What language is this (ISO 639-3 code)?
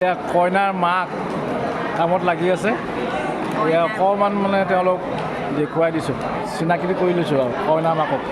asm